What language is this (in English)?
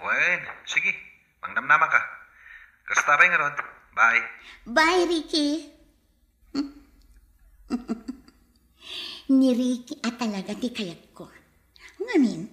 Iloko